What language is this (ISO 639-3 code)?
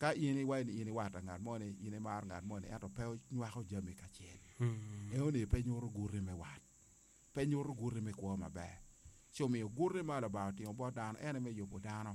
ach